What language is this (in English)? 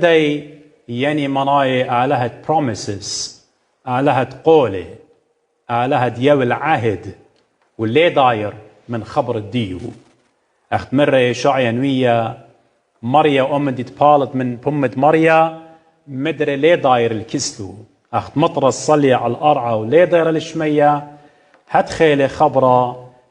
Assyrian Neo-Aramaic